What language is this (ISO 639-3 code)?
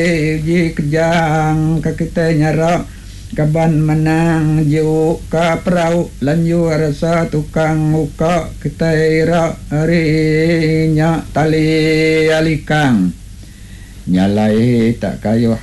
iba